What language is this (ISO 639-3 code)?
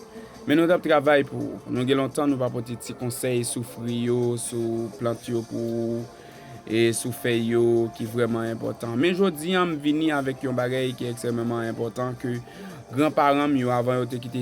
hat